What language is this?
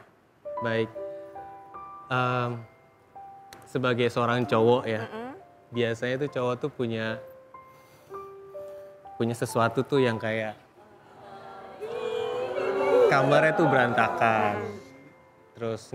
Indonesian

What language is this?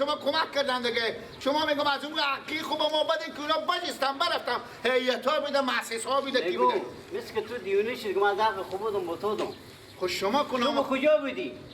Persian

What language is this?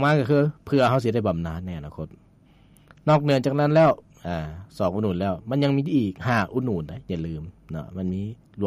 Lao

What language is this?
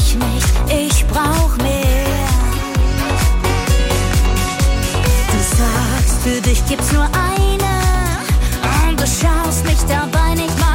German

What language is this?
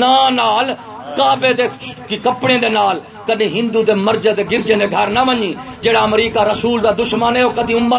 Saraiki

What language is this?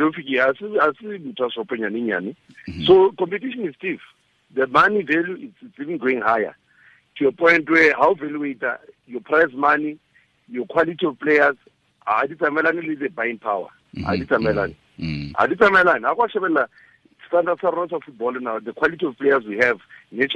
Tswana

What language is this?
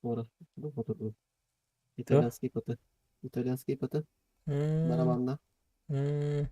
Yakut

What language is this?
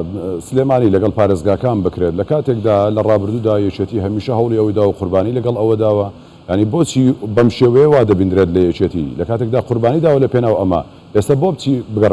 Central Kurdish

